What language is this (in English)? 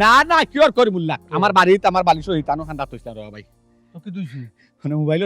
Sylheti